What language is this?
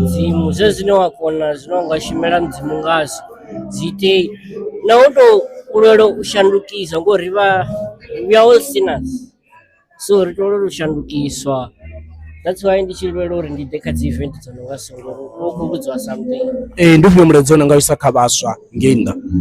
Venda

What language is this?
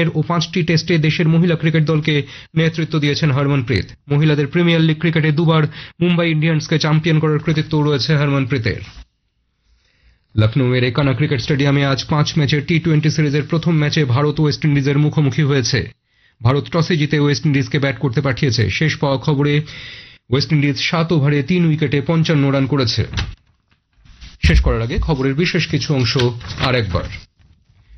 Bangla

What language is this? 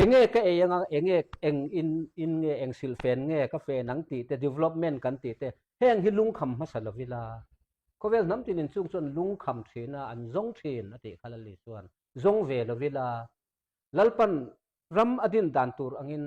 Mizo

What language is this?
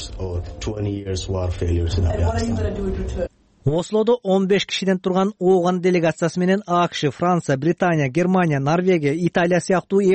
Kyrgyz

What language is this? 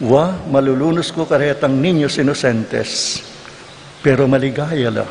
Pampanga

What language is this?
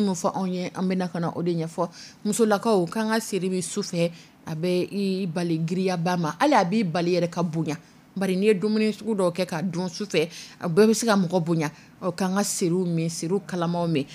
Dyula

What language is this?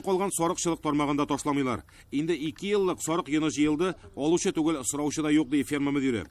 Tatar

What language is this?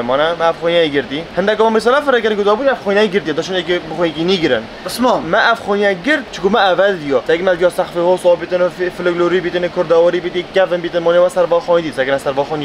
Kurdish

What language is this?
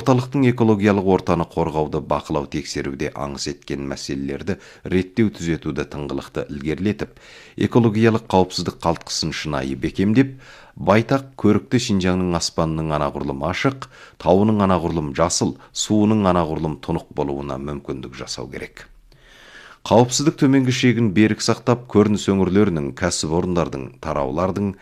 Kazakh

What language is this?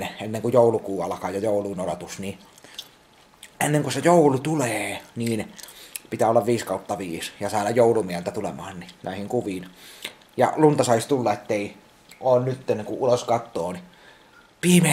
Finnish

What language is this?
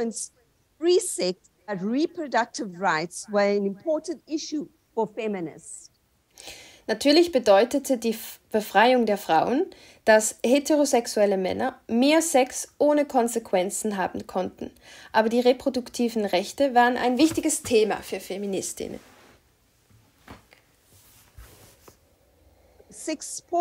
German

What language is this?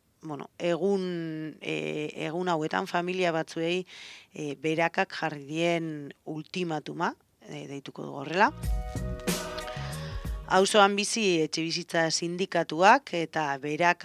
Basque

